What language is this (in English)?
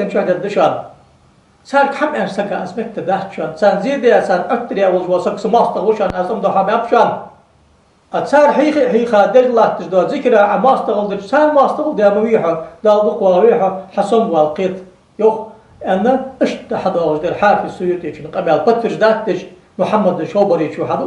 Ingush